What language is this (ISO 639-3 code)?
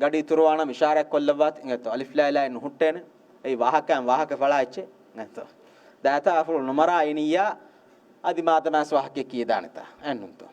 div